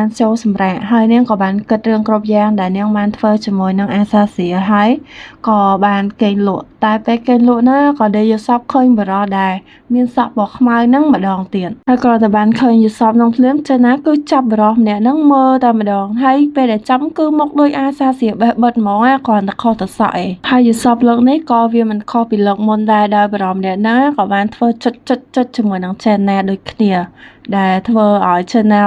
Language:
Khmer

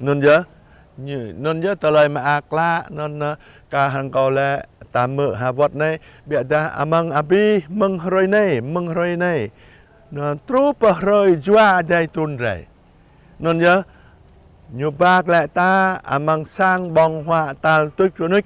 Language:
Jarai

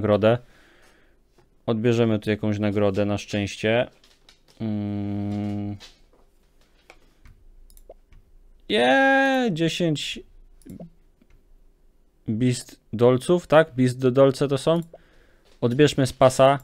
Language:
Polish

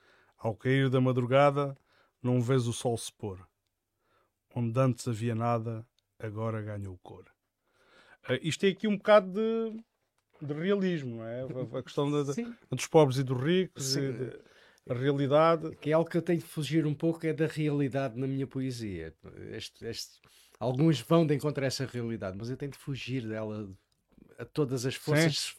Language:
Portuguese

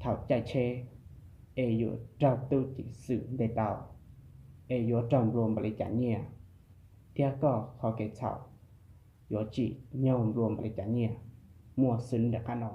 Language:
Hmong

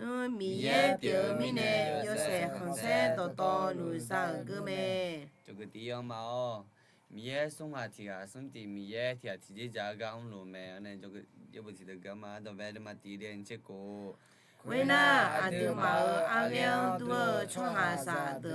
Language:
Akha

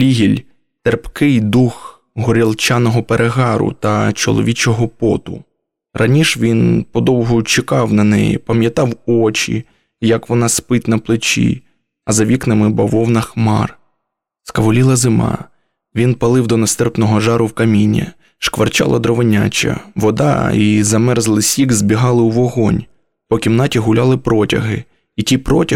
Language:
Ukrainian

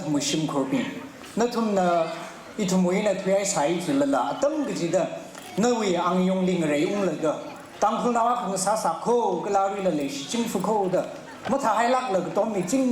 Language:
Tangkhul Naga (India)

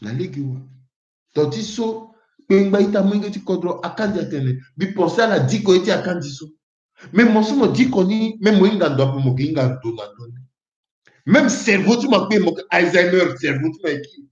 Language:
Sango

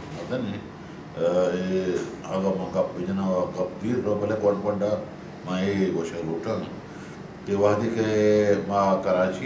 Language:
Baluchi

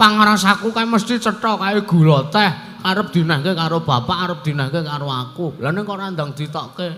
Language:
Javanese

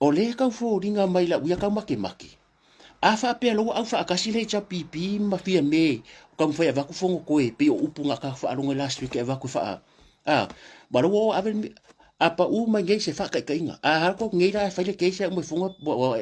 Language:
Samoan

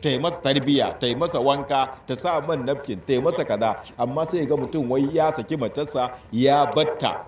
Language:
Hausa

